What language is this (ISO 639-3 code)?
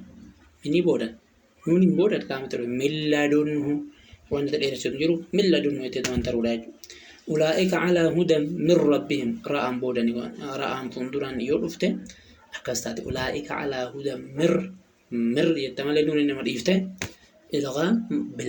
orm